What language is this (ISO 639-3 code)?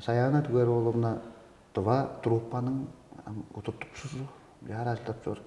tyv